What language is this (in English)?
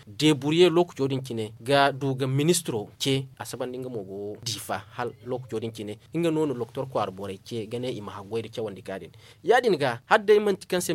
Zarma